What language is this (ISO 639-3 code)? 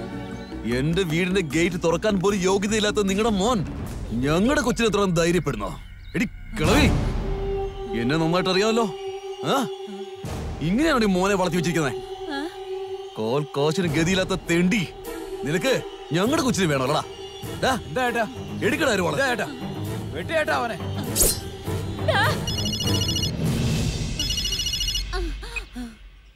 mal